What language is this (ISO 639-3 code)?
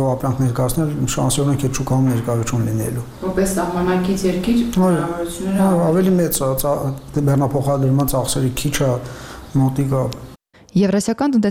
hye